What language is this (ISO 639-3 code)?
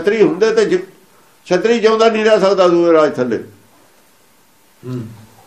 pan